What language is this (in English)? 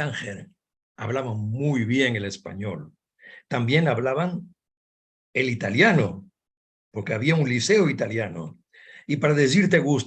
Ladino